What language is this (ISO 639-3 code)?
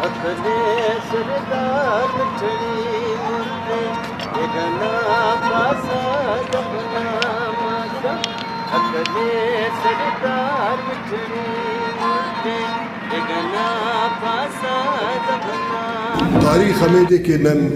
brh